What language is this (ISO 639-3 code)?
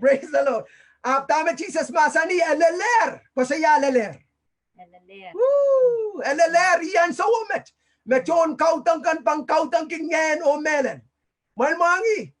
pon